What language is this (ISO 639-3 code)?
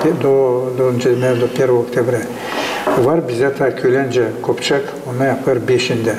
gag